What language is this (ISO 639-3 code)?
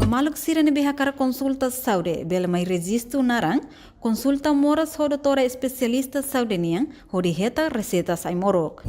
tet